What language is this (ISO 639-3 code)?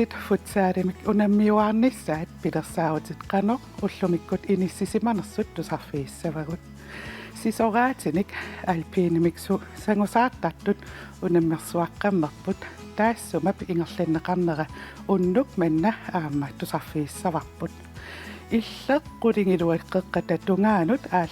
kal